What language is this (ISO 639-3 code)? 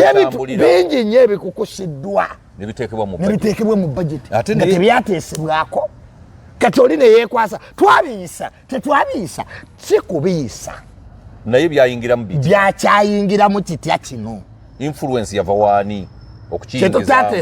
lug